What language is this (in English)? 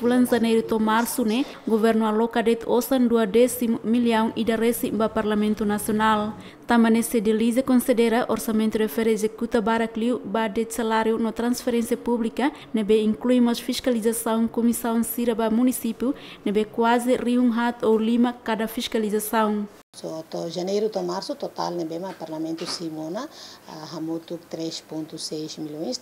Tetum